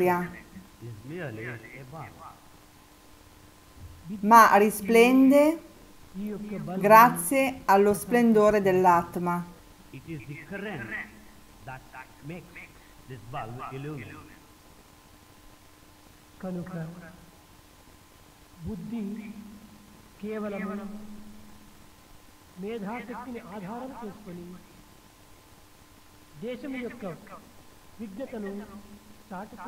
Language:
Italian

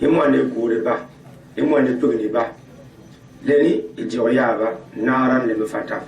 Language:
Gourmanchéma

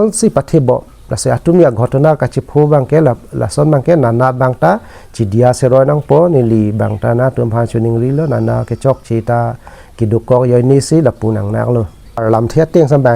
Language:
Karbi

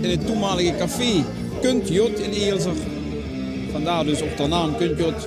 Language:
Limburgish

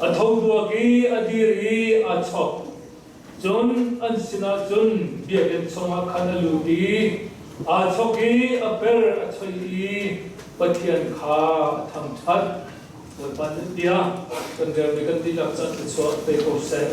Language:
Hakha Chin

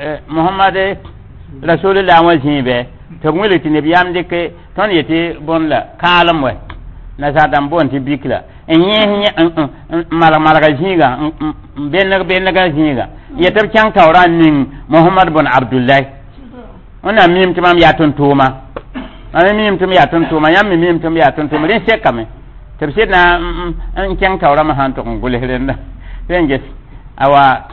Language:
Mossi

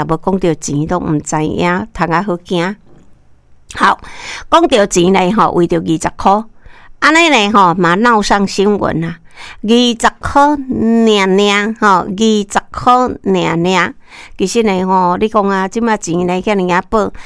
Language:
Min Nan Chinese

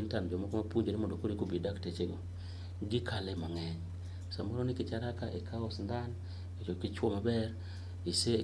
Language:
Luo (Kenya and Tanzania)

